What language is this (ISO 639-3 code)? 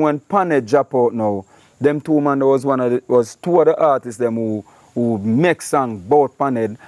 jam